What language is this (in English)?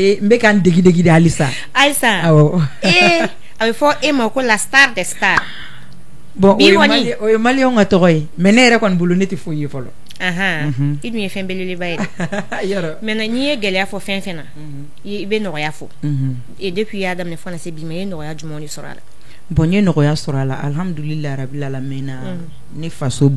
Bambara